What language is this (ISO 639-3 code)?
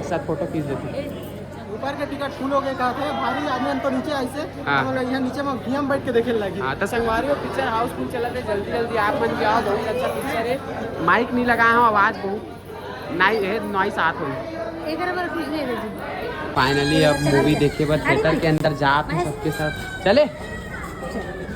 hne